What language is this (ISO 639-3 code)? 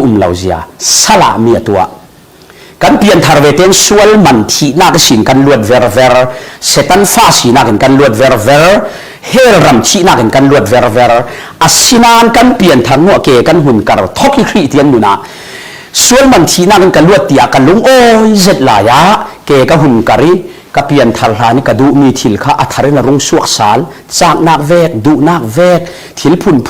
cfm